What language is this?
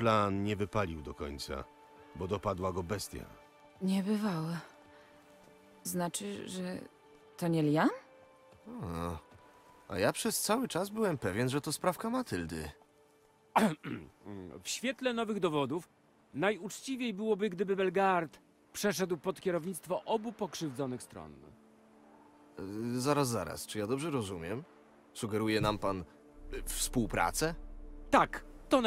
Polish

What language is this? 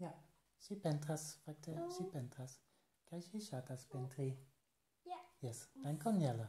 Esperanto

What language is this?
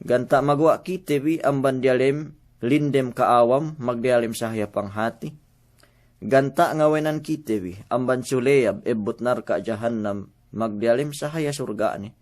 Yakan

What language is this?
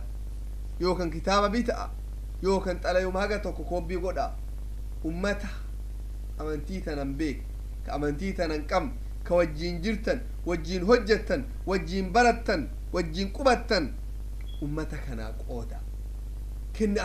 Oromo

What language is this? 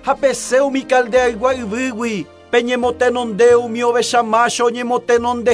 Guarani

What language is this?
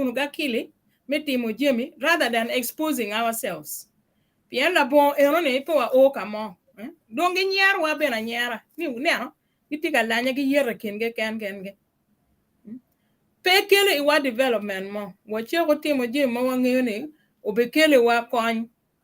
Acoli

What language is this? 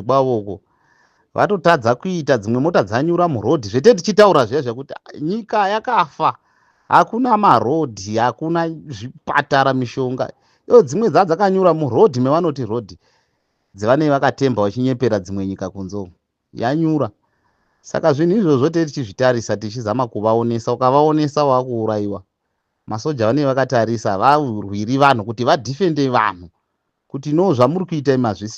Shona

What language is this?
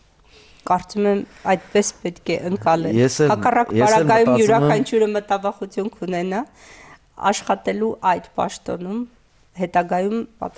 Armenian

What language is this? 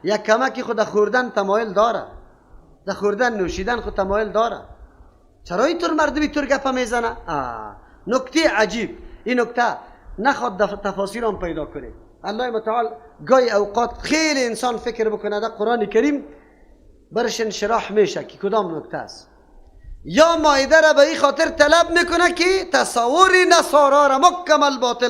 Persian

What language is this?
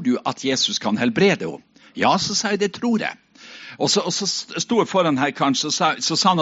Norwegian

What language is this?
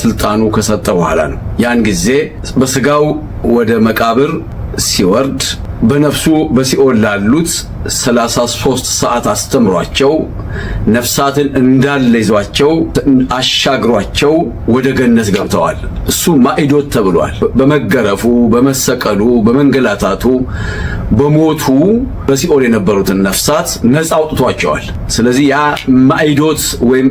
Amharic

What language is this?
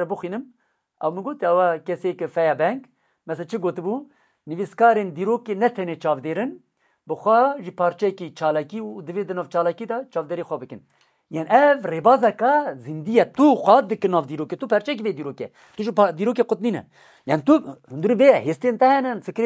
Kurdish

